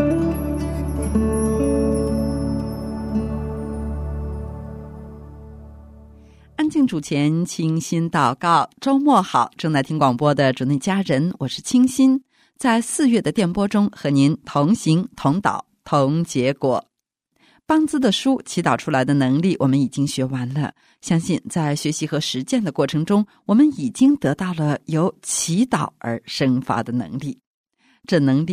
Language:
Chinese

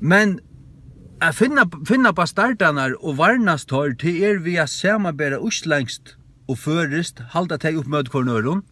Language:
Faroese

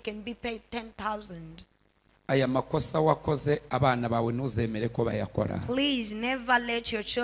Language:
Kinyarwanda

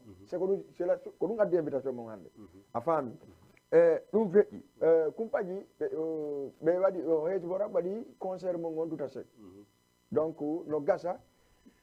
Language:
Fula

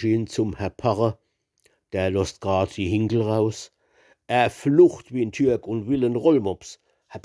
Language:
Palatine German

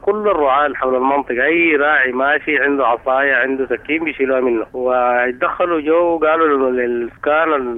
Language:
Sudanese Arabic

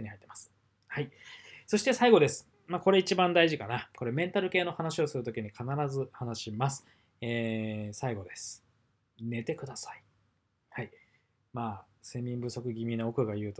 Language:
Japanese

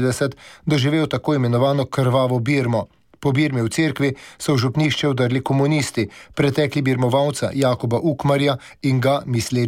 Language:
Slovenian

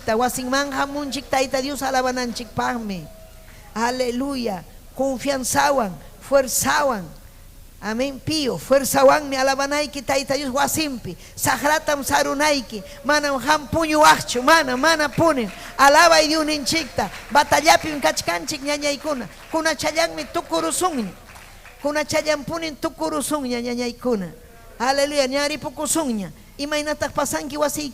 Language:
Ayacucho Quechua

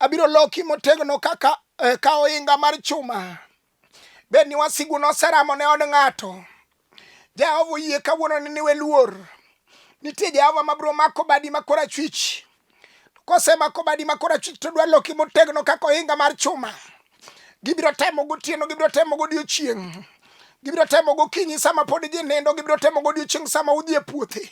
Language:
Luo (Kenya and Tanzania)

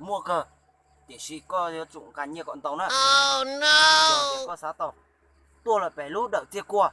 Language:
Hmong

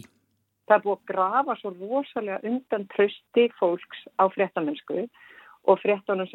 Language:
Icelandic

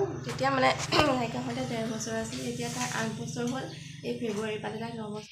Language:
Assamese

